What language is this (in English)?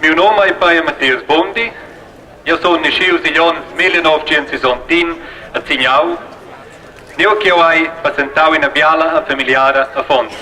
Romansh